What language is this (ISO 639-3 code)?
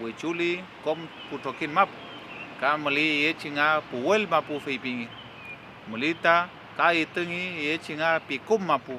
arn